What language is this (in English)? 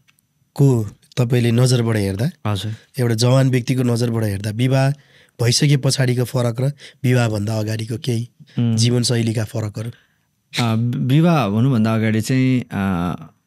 Nepali